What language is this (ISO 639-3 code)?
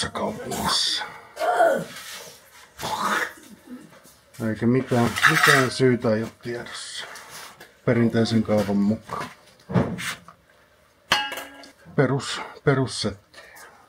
fin